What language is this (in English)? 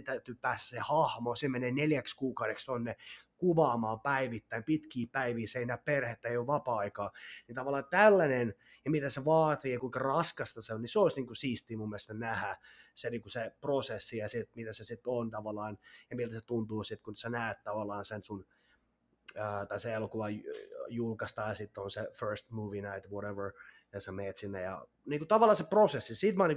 Finnish